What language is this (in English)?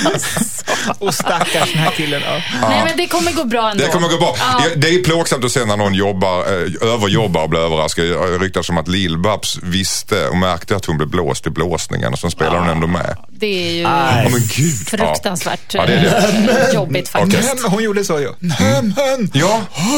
Swedish